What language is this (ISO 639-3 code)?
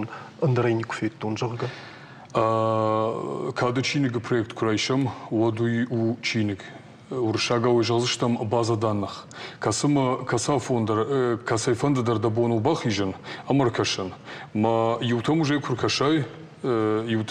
oss